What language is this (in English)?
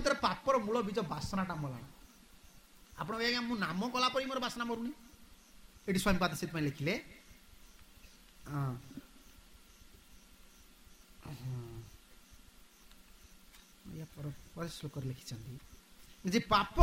Odia